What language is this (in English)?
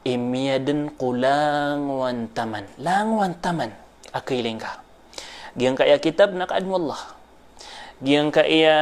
Maranao